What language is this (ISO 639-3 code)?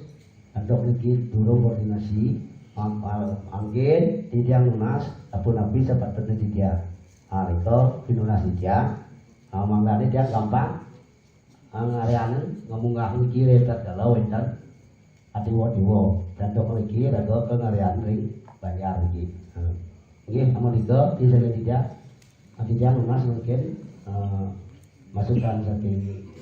ban